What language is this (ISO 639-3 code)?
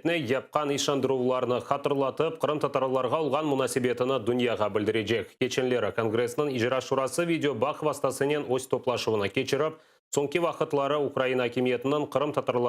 crh